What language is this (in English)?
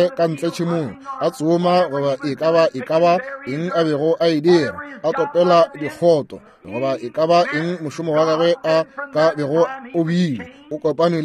Northern Sotho